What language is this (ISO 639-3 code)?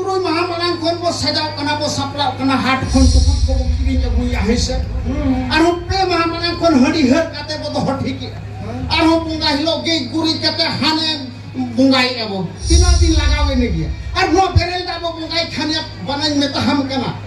sat